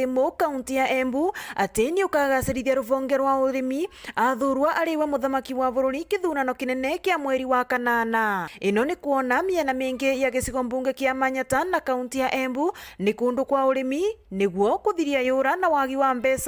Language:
Meru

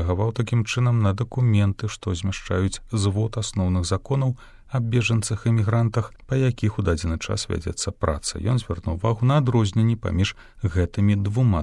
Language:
Belarusian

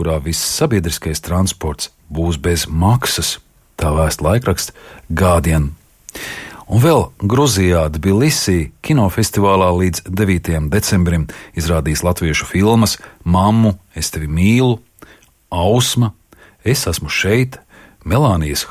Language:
Latvian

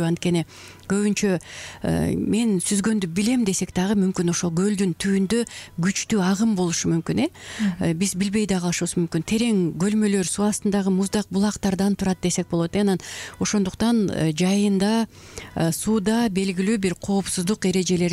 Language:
Kyrgyz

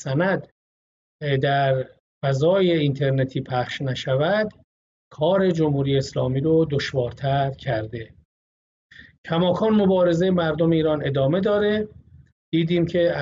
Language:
Persian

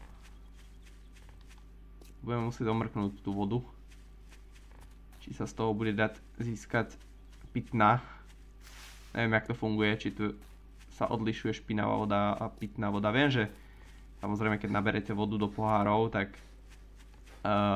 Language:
Slovak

